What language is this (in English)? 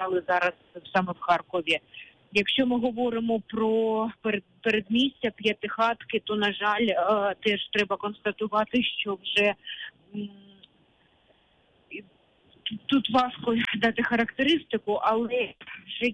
Ukrainian